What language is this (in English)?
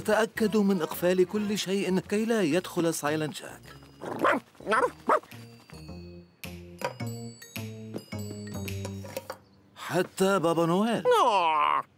Arabic